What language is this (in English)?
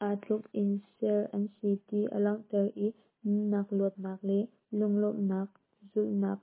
Hakha Chin